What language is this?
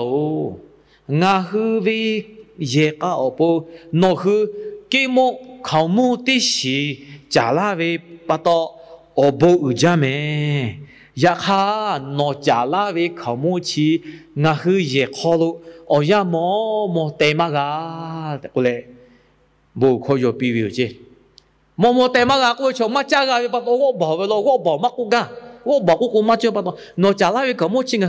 Lahu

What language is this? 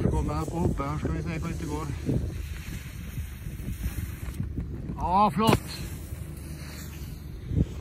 Norwegian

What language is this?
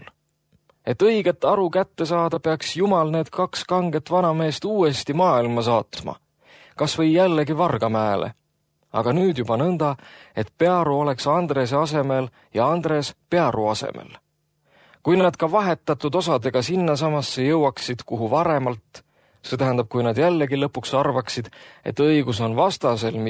Estonian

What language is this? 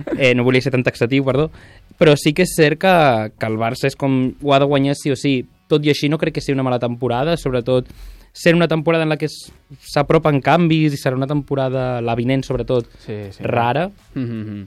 Catalan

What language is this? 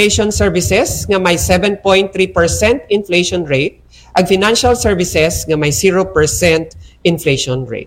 Aklanon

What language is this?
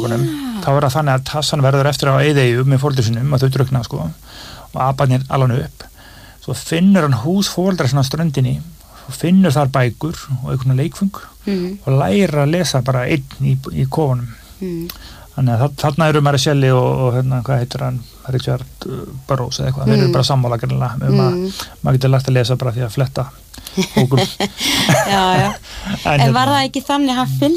Icelandic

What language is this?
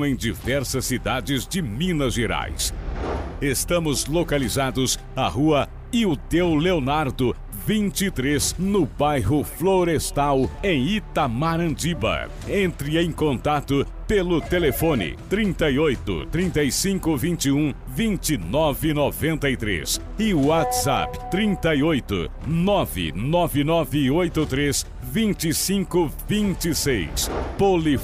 Portuguese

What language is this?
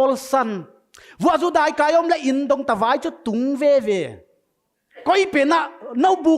Paite Chin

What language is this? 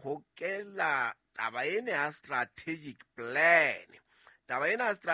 Southern Sotho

